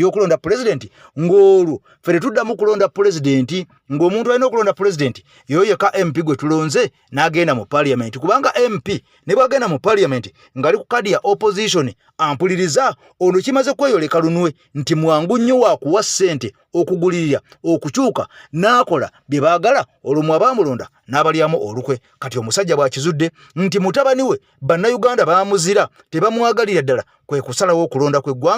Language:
Ganda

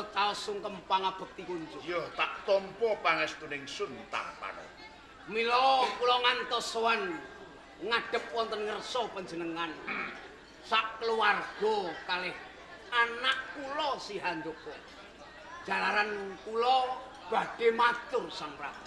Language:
Javanese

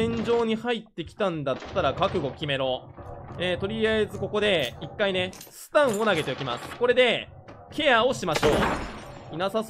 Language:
Japanese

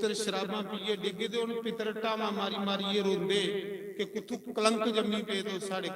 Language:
Dogri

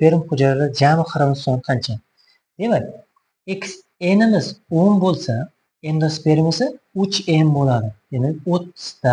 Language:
Uzbek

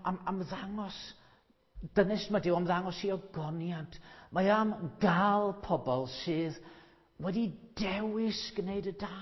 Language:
Welsh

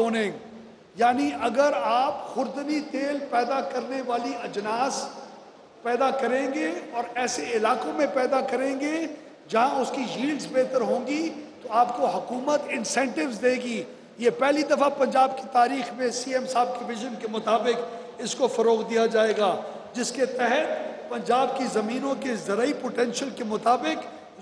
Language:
Urdu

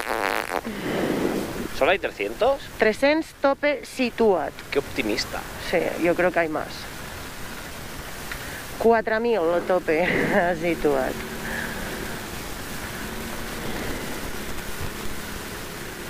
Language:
Catalan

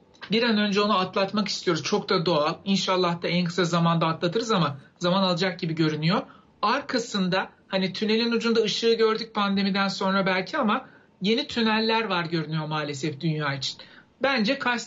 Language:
Turkish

